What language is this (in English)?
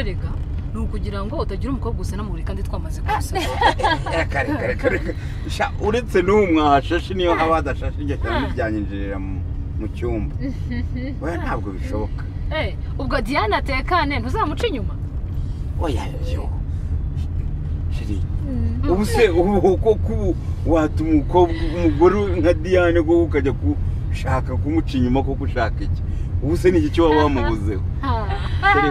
Kinyarwanda